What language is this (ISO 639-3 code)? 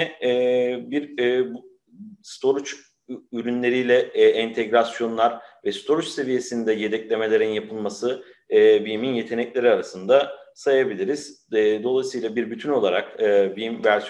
tur